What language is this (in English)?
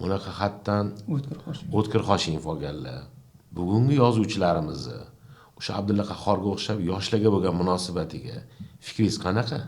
Uzbek